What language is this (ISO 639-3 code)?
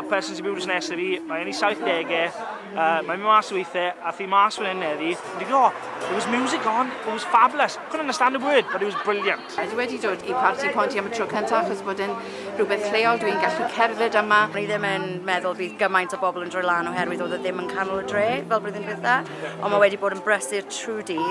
cym